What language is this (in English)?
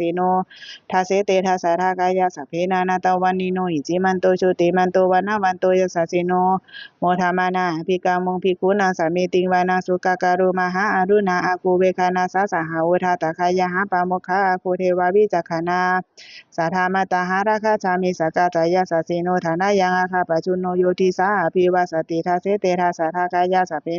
Pali